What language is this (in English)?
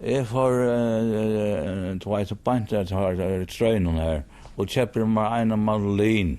Faroese